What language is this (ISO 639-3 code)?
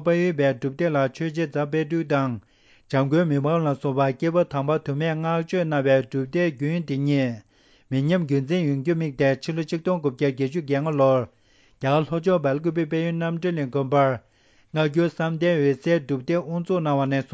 bod